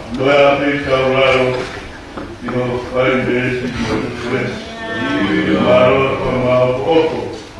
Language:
Tongan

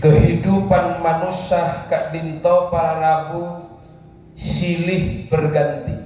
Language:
Madurese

